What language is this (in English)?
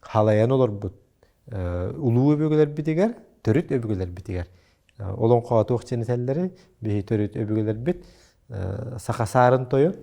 Yakut